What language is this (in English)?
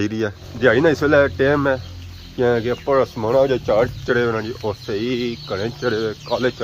Pahari-Potwari